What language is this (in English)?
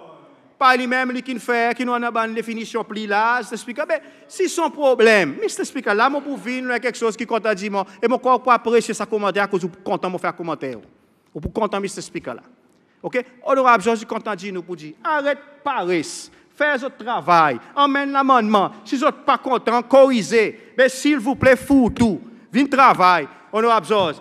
Seselwa Creole French